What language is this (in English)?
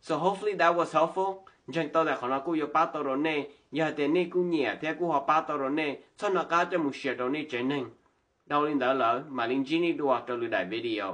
Hmong